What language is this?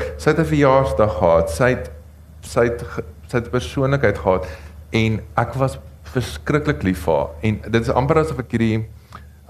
Afrikaans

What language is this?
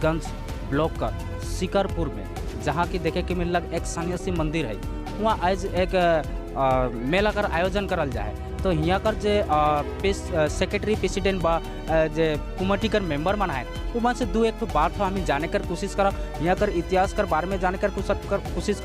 Sadri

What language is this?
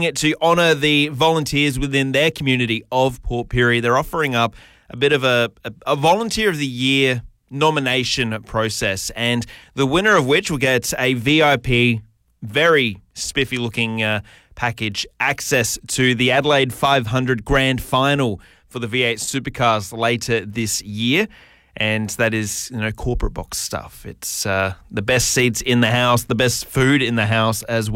English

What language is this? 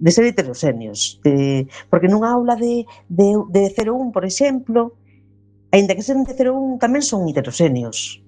Galician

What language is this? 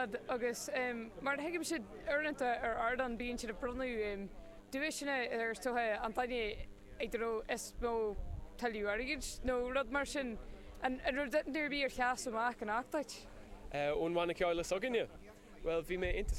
Irish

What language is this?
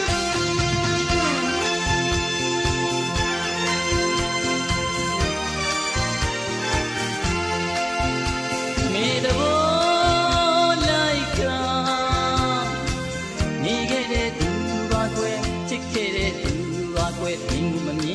Burmese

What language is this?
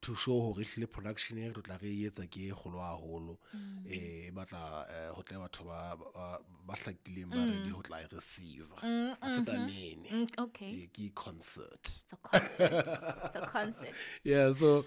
Southern Sotho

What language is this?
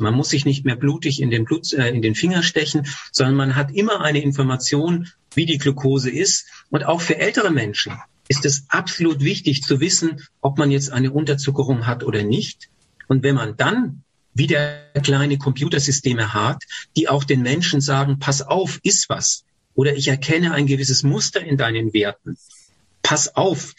German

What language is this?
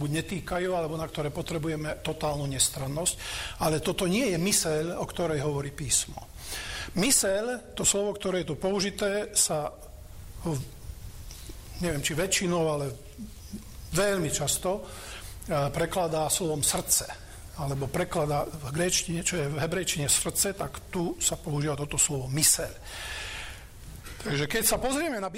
Slovak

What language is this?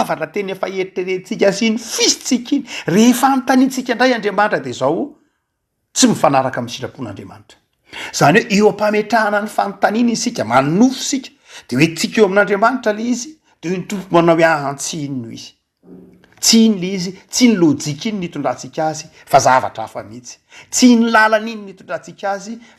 Malagasy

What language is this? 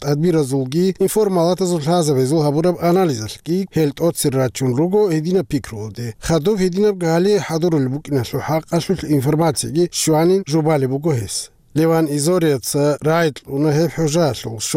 Avaric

